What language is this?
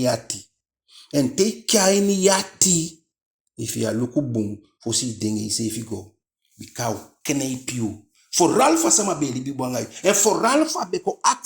Eastern Maroon Creole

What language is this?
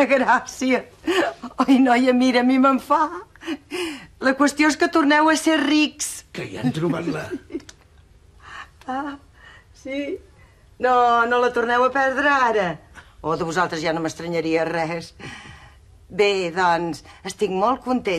Catalan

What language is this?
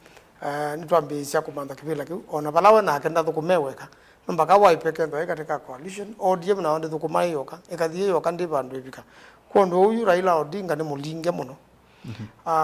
Kamba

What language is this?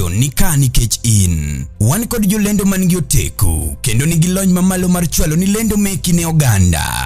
Luo (Kenya and Tanzania)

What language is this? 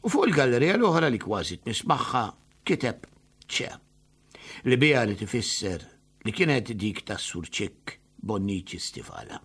Maltese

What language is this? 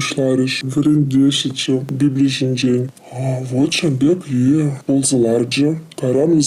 Chuvash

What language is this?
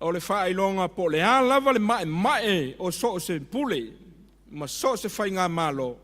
Samoan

